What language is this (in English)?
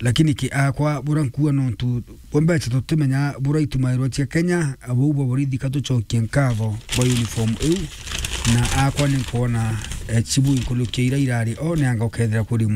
Meru